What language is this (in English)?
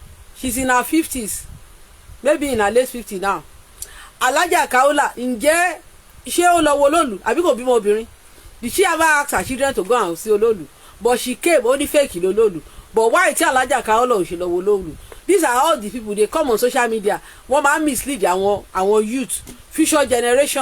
Yoruba